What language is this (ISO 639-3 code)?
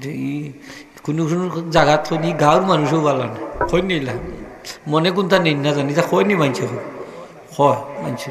syl